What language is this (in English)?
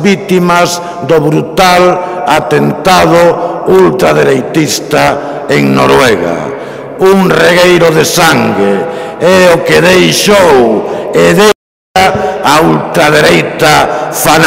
Galician